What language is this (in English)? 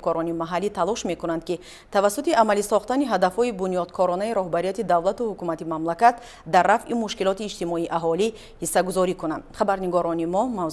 Tajik